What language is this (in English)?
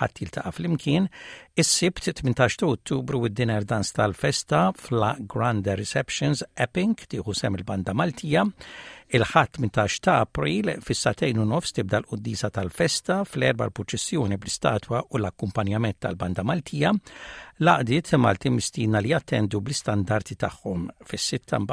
Maltese